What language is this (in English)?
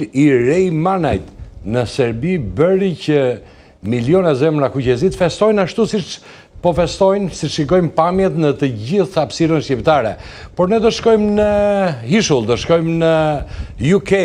Albanian